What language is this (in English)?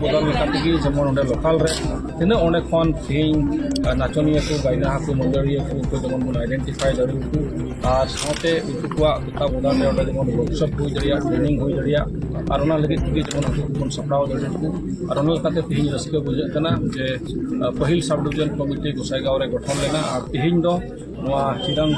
Santali